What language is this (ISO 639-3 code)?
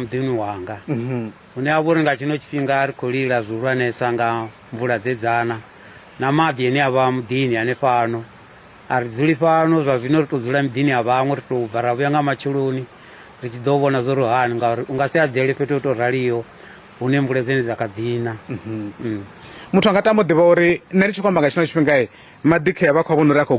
ven